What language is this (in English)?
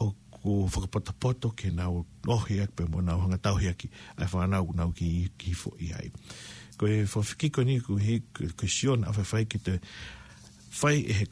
Tongan